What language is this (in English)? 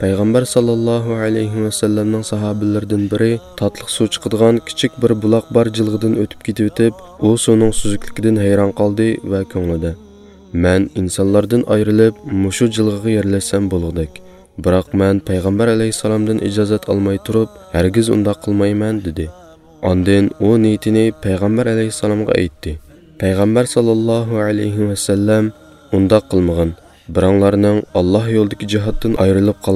Uyghur